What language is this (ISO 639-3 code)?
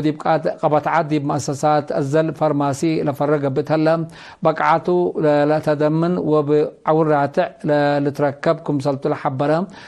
tig